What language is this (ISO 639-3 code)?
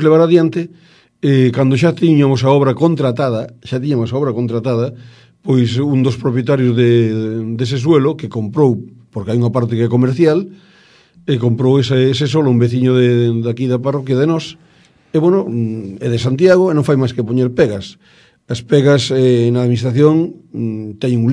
glg